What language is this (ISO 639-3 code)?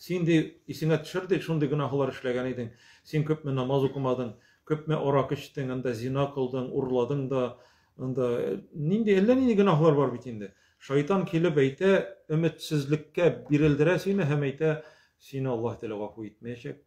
tat